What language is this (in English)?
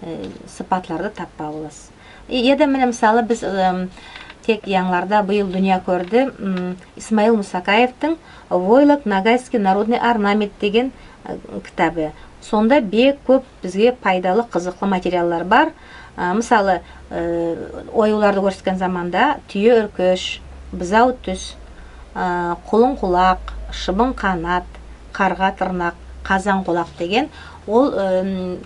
Nogai